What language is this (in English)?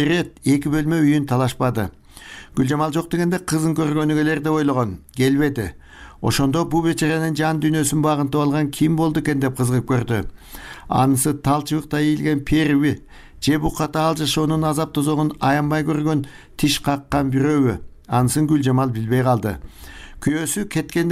Kyrgyz